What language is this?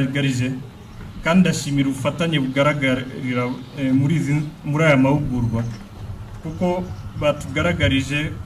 Kinyarwanda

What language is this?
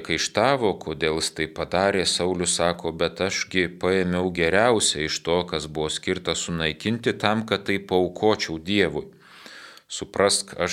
Lithuanian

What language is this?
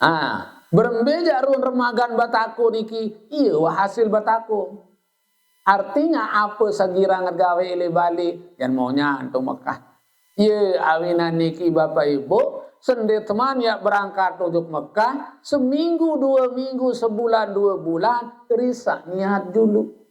Sasak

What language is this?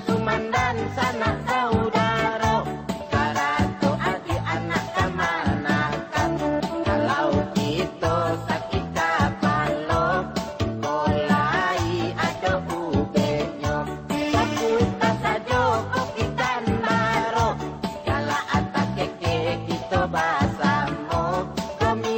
Minangkabau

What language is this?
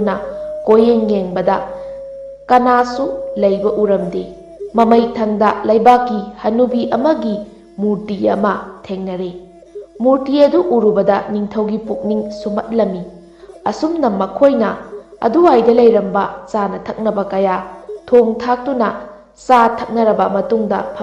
Manipuri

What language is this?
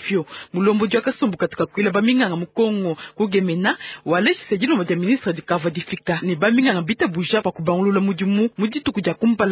Luba-Lulua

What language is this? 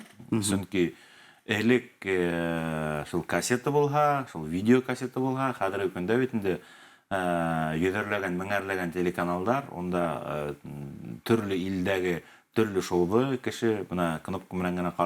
Bashkir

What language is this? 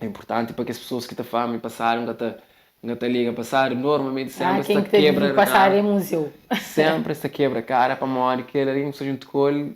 Kabuverdianu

